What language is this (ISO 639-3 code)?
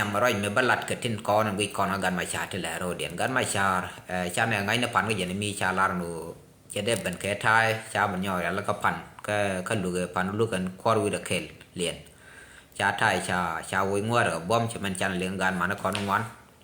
nus